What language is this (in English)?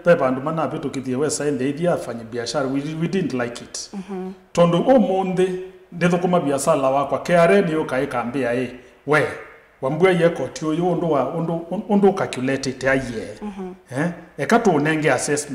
Kamba